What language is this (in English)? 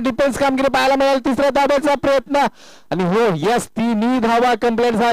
Marathi